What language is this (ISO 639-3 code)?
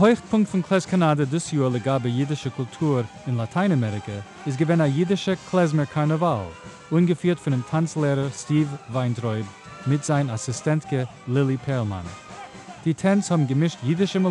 yid